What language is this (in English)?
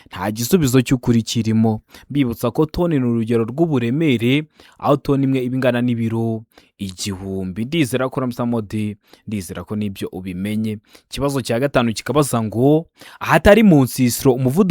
Kinyarwanda